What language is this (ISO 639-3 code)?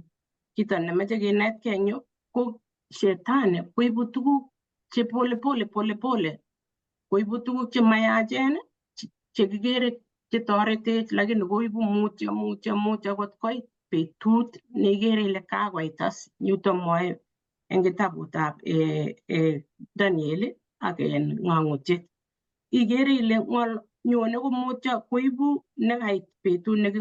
kln